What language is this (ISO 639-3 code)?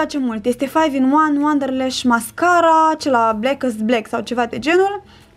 ron